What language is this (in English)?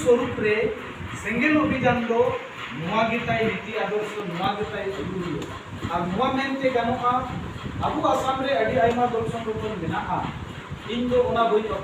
Santali